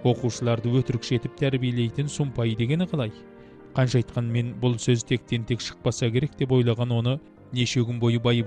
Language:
Kazakh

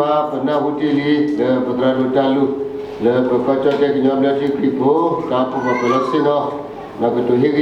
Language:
S'gaw Karen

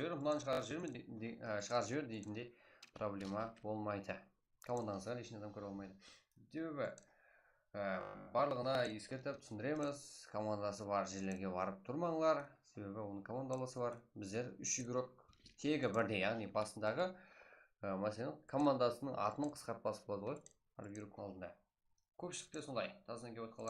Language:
Kara-Kalpak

